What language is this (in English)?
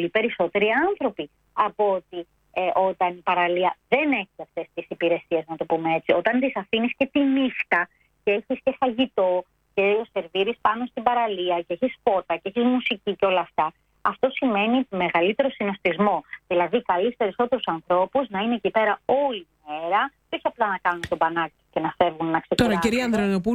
Greek